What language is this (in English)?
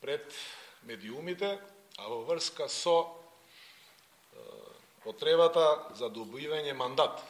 Macedonian